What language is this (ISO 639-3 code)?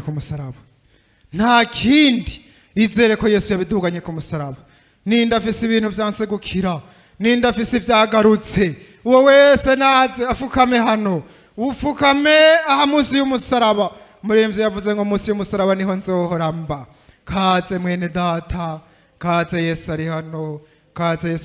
run